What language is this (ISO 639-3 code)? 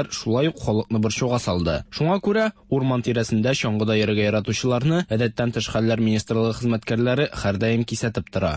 tat